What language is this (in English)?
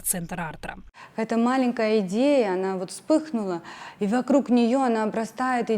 Abkhazian